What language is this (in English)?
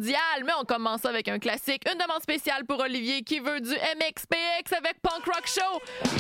French